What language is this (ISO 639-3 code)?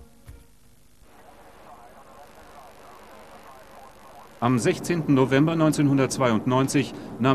deu